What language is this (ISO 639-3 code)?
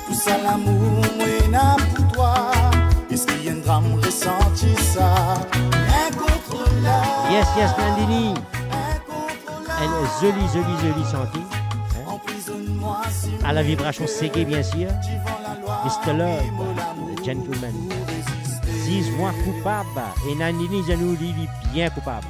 mfe